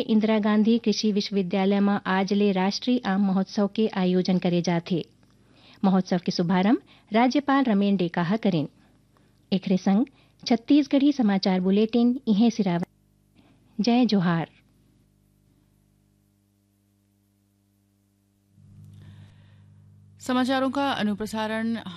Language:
Chhattisgarhi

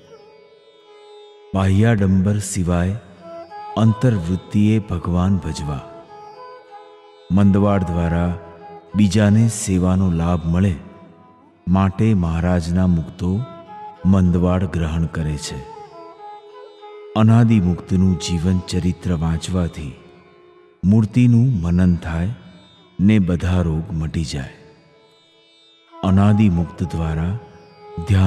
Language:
Gujarati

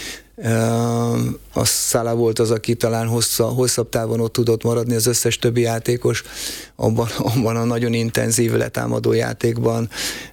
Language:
Hungarian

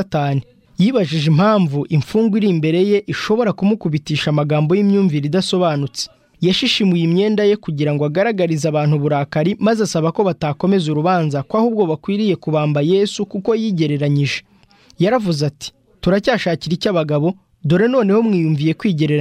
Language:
Kinyarwanda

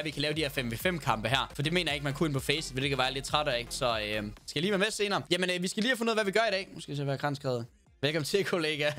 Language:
Danish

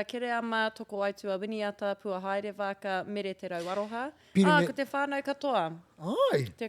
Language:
Māori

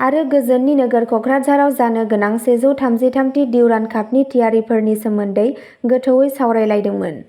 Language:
Bodo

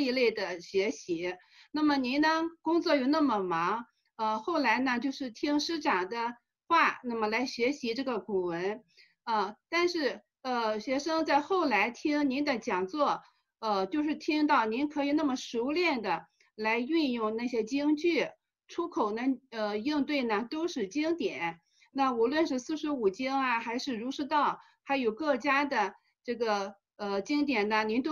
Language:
Chinese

